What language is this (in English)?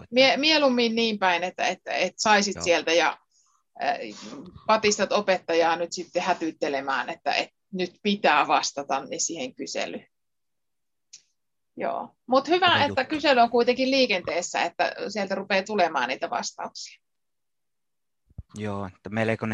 Finnish